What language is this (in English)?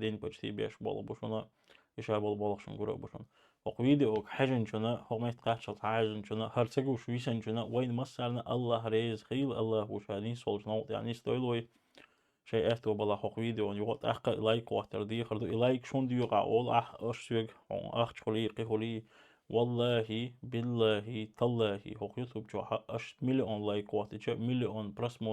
Chechen